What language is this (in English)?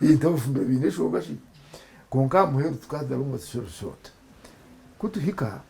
Nyankole